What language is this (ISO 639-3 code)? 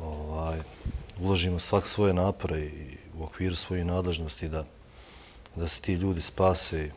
bos